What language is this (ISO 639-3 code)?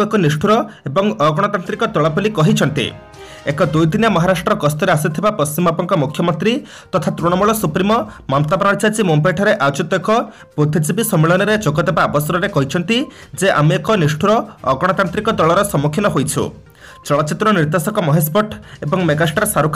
ori